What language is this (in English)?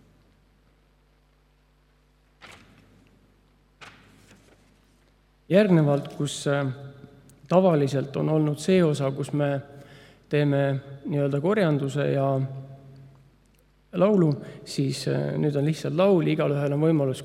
Estonian